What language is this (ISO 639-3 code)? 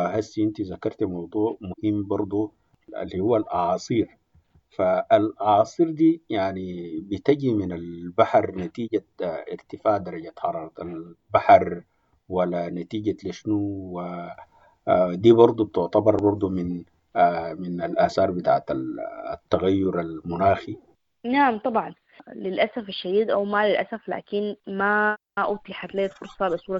apd